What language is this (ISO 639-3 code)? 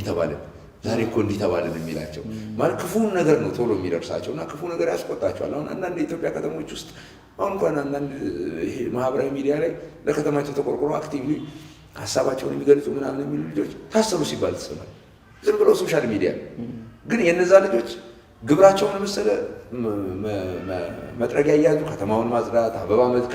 amh